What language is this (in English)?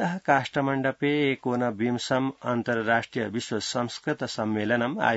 Sanskrit